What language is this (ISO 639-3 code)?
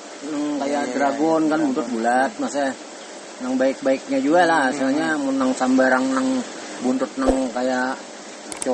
bjn